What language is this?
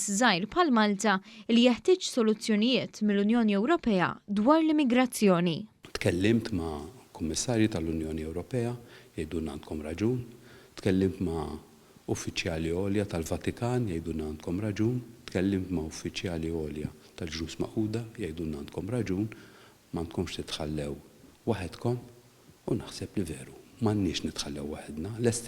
Maltese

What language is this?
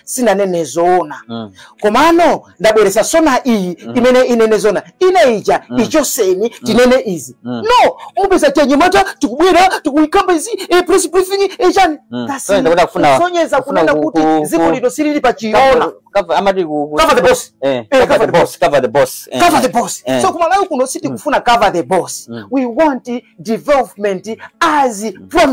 Nyanja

